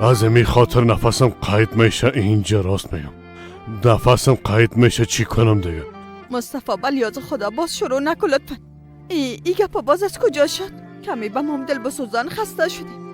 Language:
Persian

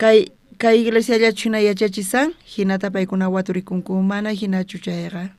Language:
South Bolivian Quechua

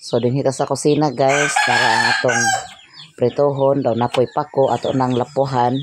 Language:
Cebuano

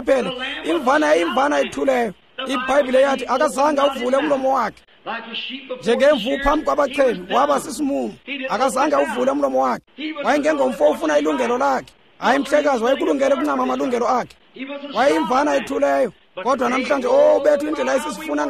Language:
Xhosa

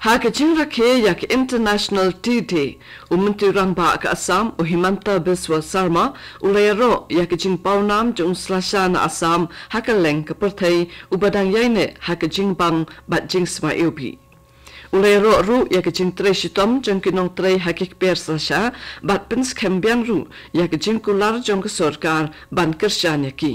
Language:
Khasi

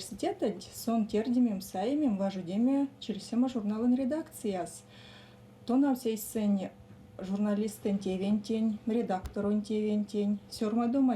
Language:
Erzya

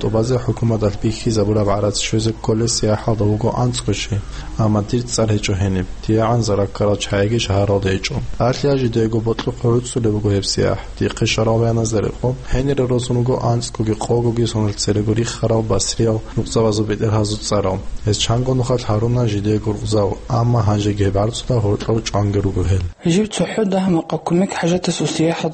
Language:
Avaric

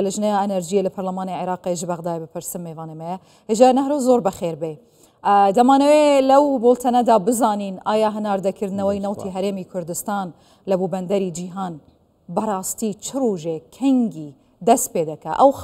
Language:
Central Kurdish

